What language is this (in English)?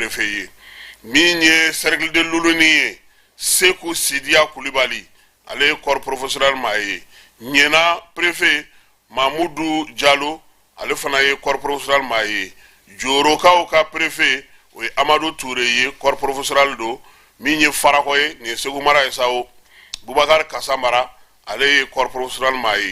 Bambara